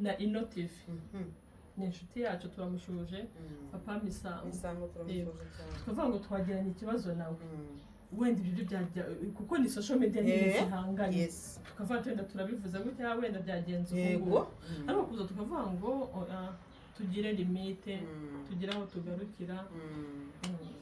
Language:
Kinyarwanda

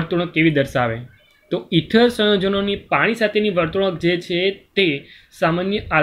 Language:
Gujarati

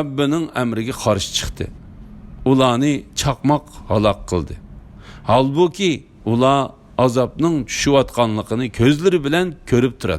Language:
Uyghur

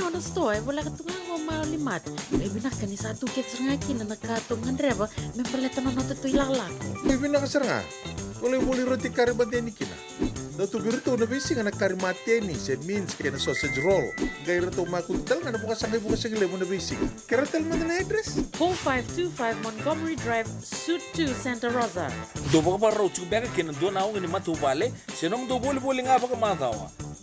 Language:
Fijian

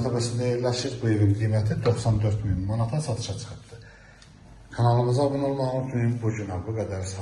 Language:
Azerbaijani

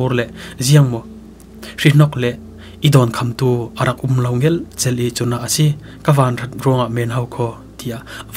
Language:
Falam Chin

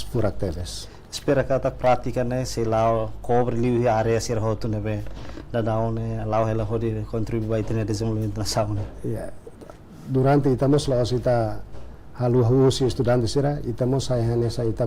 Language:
Tetum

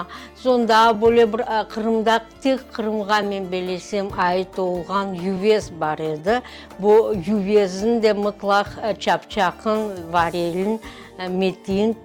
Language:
Crimean Tatar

